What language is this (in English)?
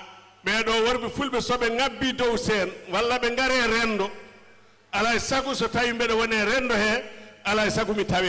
Fula